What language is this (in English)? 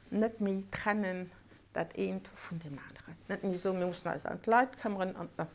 Luxembourgish